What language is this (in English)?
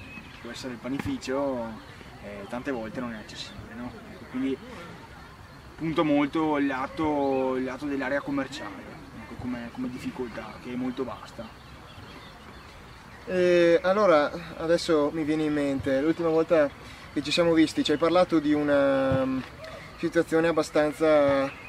Italian